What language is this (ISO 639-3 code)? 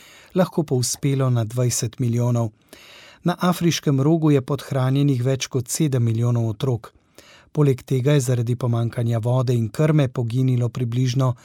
slv